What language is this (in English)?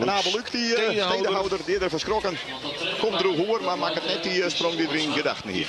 Western Frisian